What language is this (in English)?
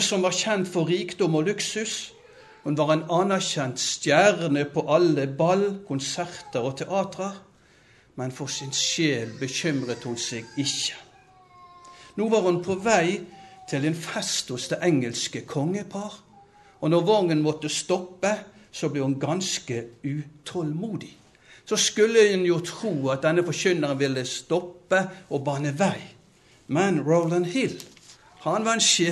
Norwegian